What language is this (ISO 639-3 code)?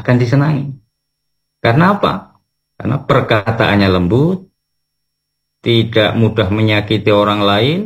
ind